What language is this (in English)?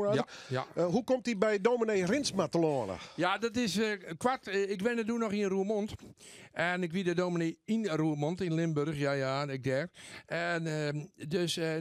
Western Frisian